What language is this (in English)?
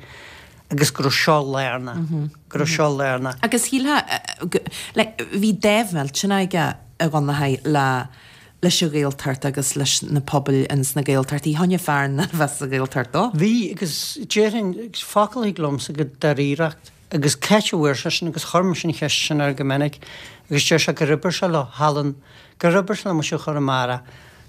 Irish